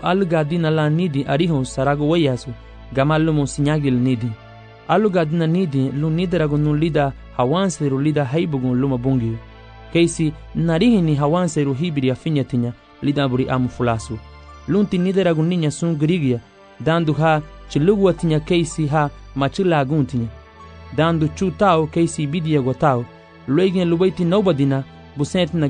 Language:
Garifuna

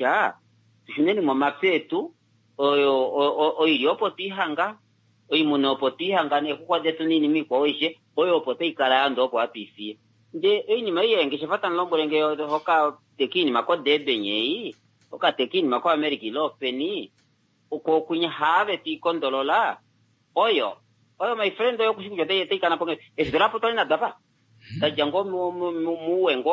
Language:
Kuanyama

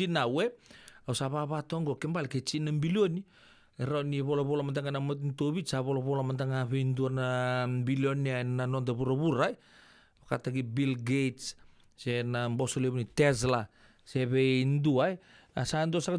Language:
Fijian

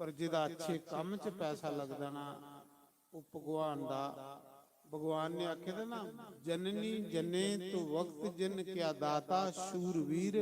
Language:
Dogri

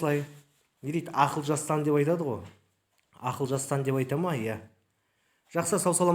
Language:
Kazakh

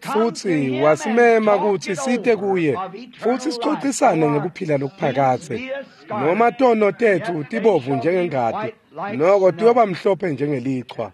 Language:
Swati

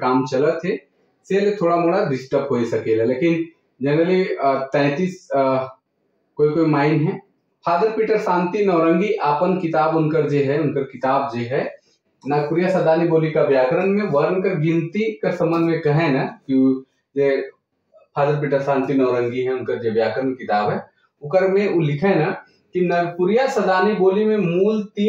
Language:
Sadri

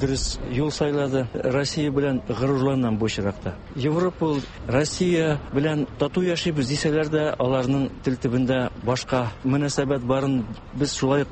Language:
Tatar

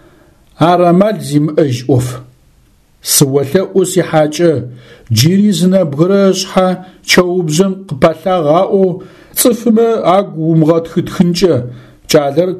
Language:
Adyghe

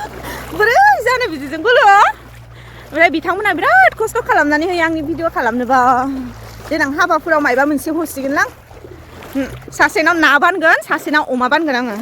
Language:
Bodo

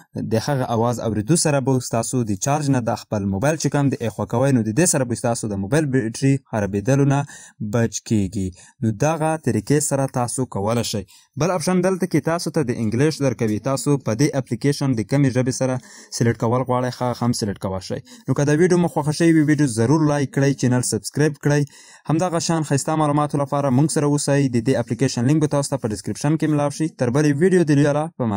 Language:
Pashto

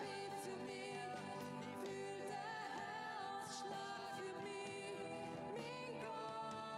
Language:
Swiss German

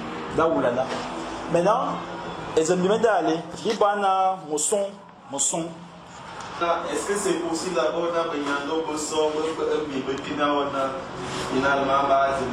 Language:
Fang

